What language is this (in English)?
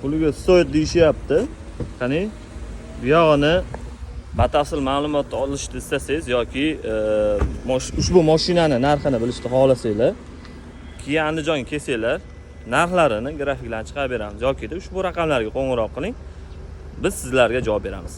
Uzbek